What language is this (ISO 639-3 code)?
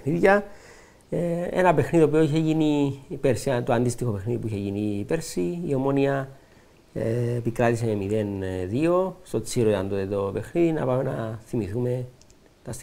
ell